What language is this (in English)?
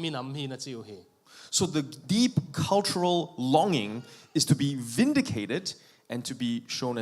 Tedim Chin